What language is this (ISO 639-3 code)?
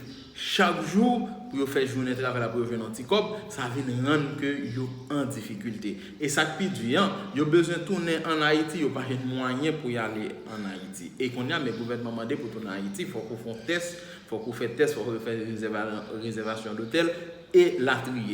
hat